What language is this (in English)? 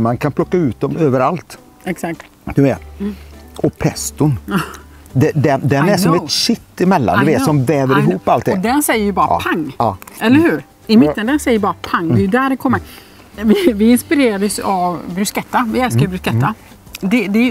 Swedish